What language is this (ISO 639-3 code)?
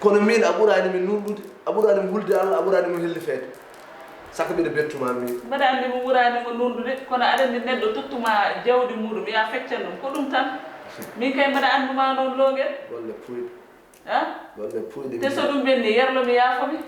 ful